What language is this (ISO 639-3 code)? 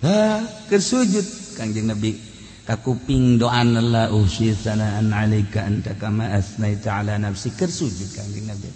sun